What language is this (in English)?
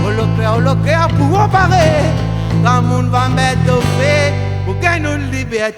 Réunion Creole French